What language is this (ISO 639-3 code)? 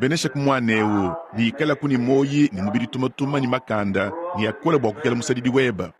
lua